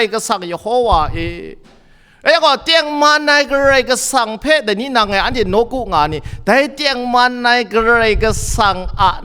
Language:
Kachin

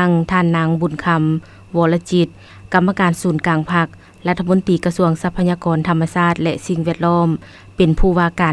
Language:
Lao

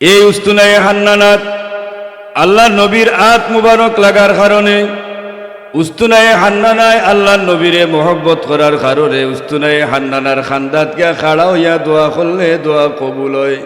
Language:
Sylheti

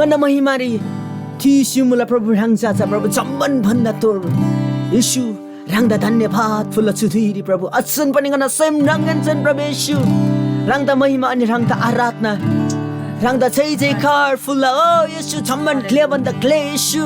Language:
Eastern Tamang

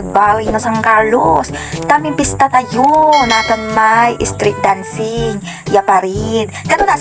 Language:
Pangasinan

